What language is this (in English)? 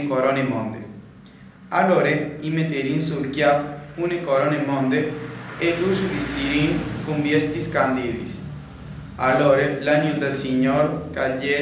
Friulian